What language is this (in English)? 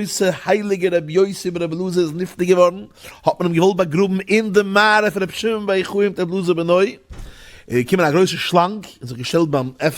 Yiddish